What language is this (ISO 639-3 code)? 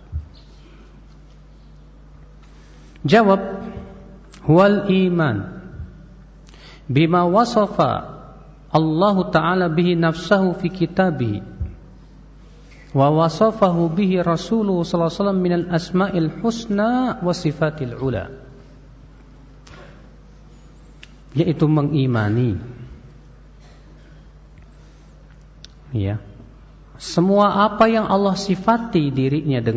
ind